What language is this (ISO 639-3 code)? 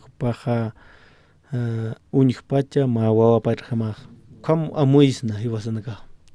aym